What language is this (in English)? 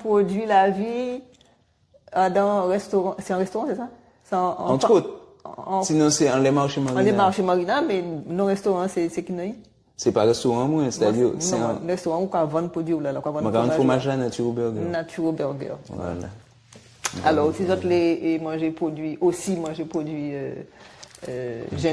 Guadeloupean Creole French